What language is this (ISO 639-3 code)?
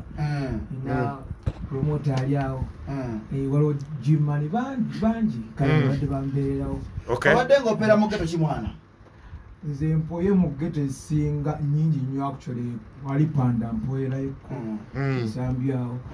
lug